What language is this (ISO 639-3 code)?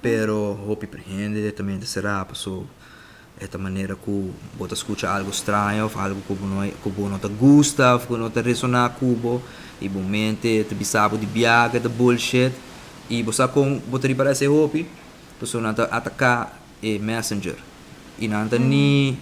pap